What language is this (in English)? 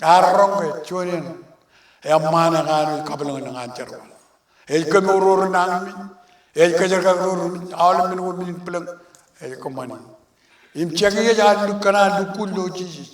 Marshallese